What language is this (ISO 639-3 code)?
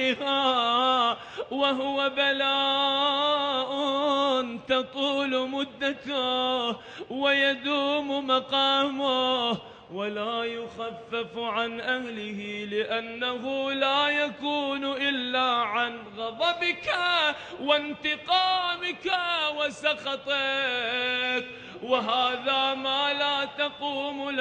ara